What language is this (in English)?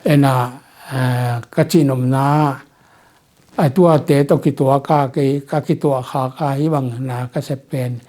Tedim Chin